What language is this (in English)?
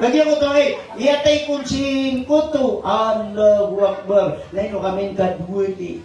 Maranao